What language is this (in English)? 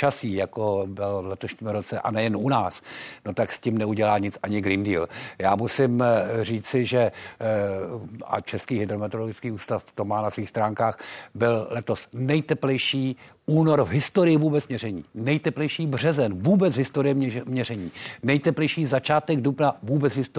Czech